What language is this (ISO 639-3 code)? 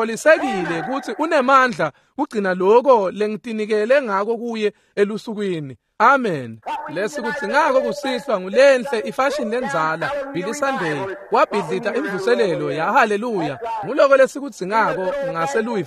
ssw